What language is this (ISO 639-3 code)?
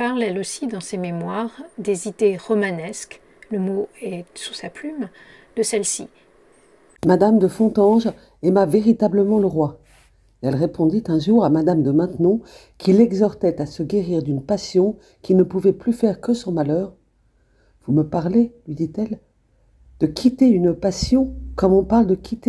fra